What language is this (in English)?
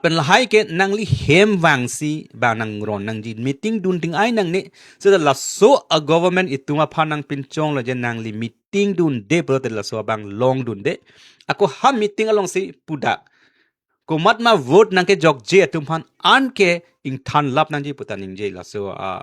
Karbi